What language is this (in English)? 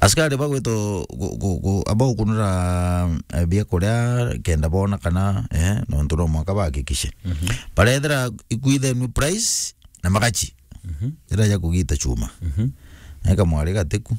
Meru